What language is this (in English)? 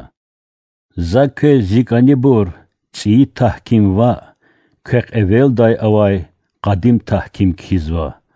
Lezghian